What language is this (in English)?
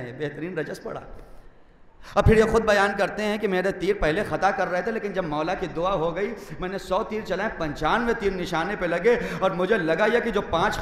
Urdu